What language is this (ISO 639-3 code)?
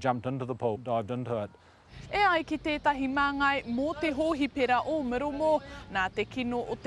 mri